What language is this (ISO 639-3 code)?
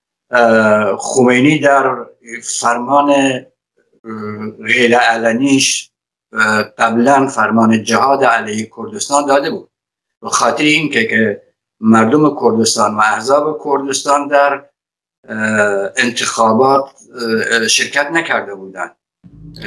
fas